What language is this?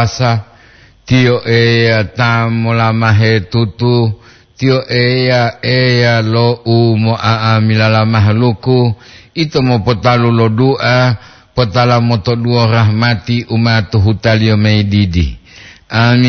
Gorontalo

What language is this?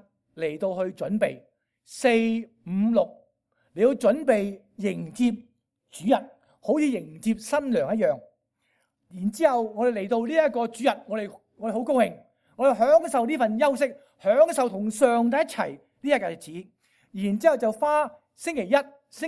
Cantonese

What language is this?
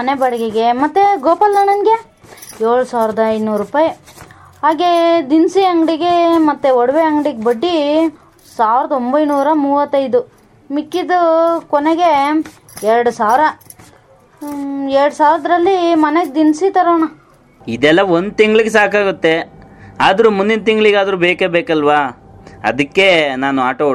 Kannada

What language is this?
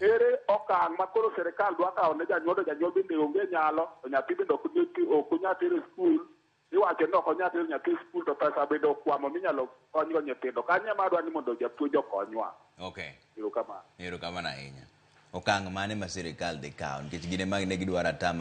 Luo (Kenya and Tanzania)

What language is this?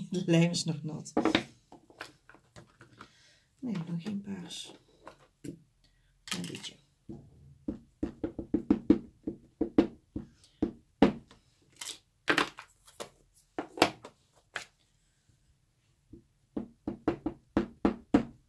Dutch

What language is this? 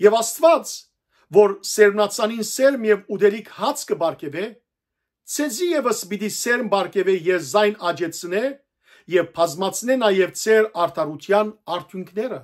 Western Armenian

